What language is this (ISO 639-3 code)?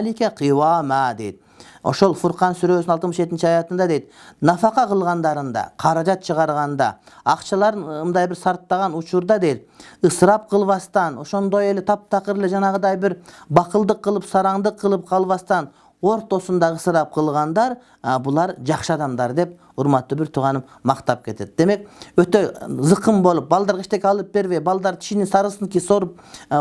kir